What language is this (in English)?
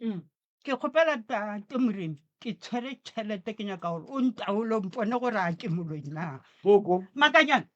Northern Sotho